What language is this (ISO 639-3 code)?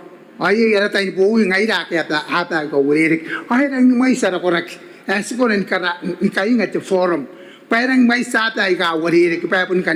gil